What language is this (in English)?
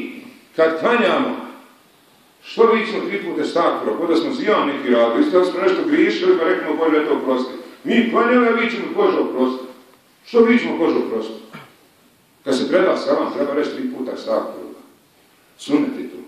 Bosnian